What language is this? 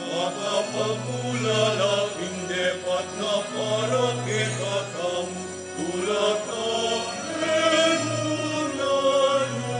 Pampanga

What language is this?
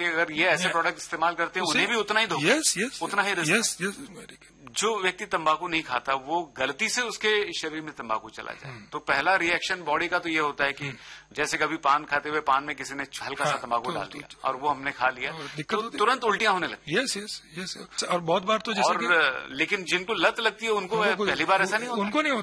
Hindi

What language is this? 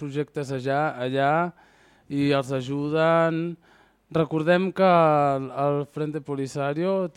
Catalan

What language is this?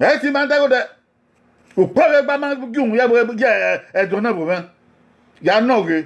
Bini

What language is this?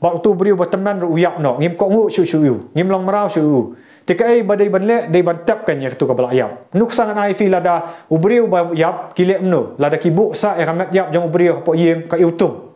Khasi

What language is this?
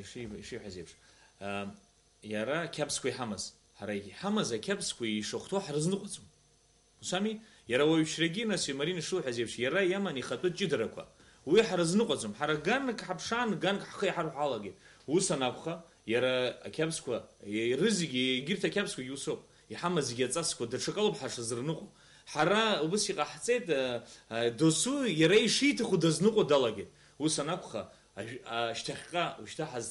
Abkhazian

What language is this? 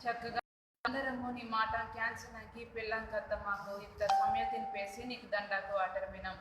Koya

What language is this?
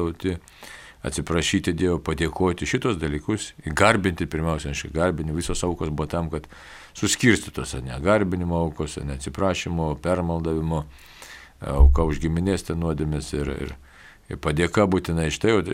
Lithuanian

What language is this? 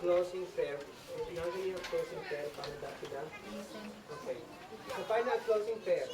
Isnag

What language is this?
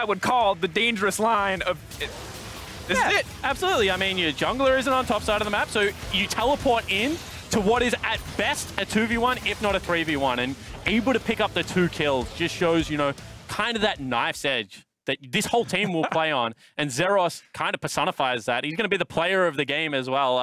English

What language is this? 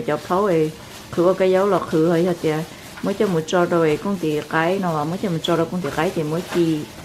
Hmong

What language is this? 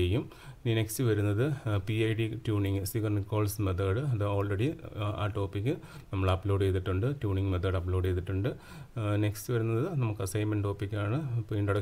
Malayalam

